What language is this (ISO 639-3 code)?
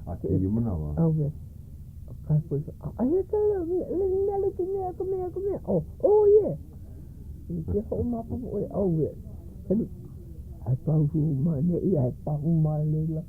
haw